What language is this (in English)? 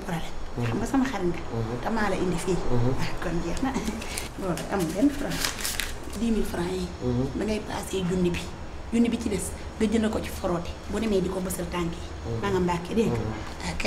Wolof